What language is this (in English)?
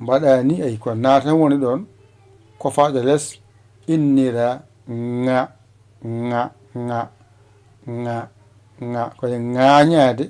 Fula